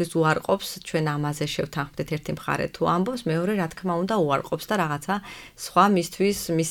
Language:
Georgian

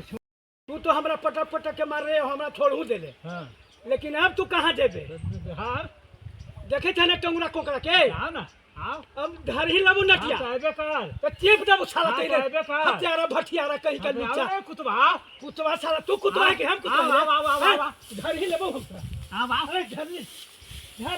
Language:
Magahi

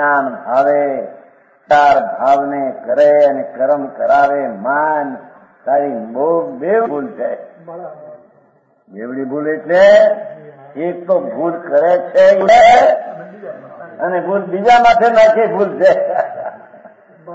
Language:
Gujarati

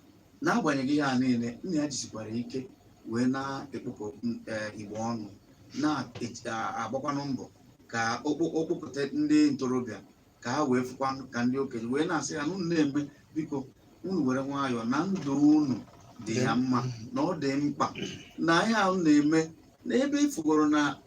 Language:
Igbo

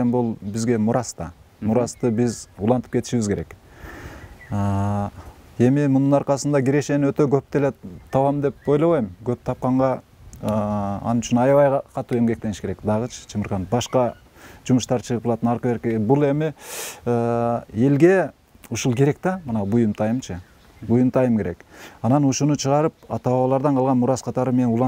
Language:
Kyrgyz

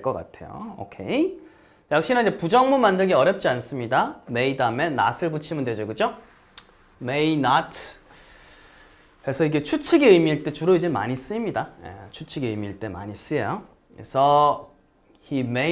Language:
Korean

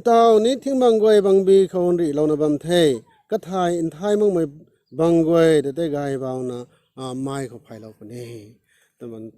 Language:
Rongmei Naga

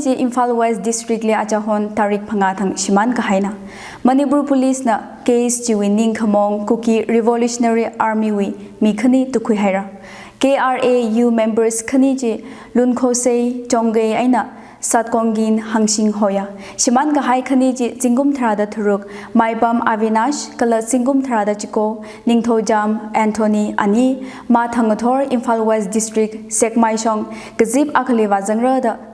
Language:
Tangkhul Naga (India)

